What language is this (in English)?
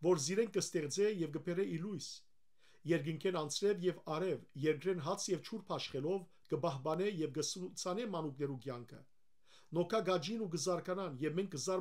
Western Armenian